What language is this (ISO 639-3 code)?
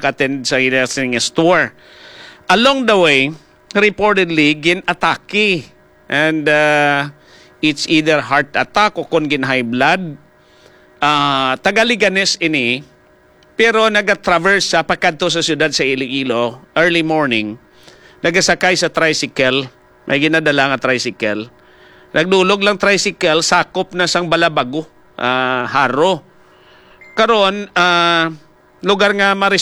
hil